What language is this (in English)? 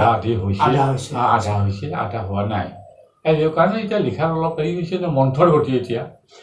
Assamese